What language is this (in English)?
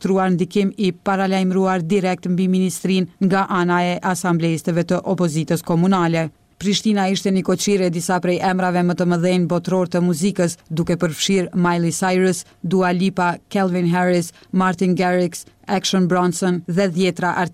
Albanian